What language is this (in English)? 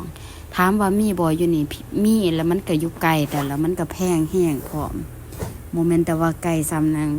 Lao